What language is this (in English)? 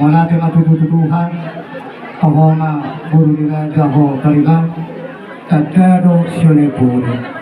Batak Toba